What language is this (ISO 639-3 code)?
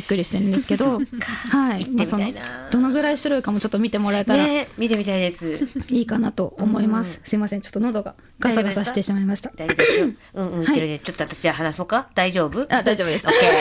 jpn